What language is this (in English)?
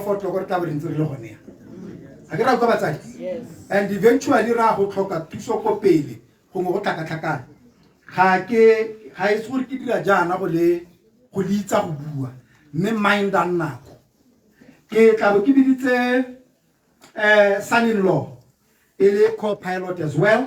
Tswana